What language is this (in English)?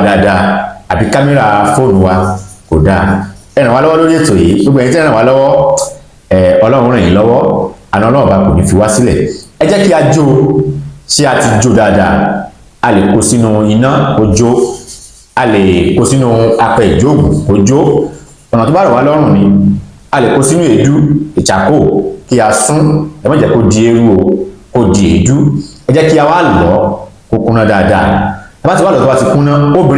Yoruba